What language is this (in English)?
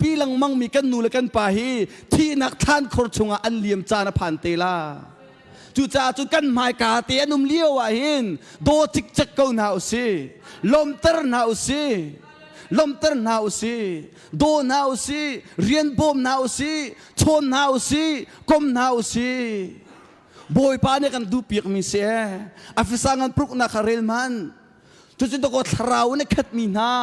Hakha Chin